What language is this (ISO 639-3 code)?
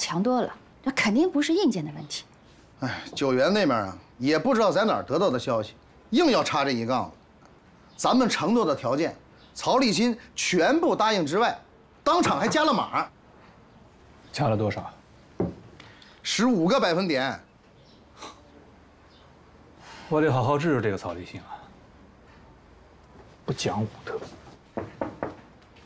zho